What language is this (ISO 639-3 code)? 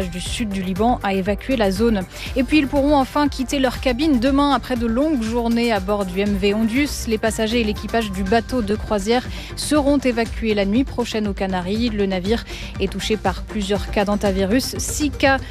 fra